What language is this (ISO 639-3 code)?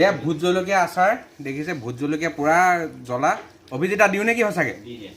asm